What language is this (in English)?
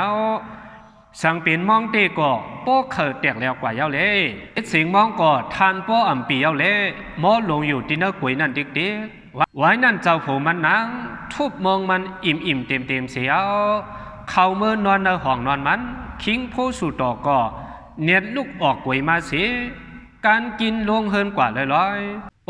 Shan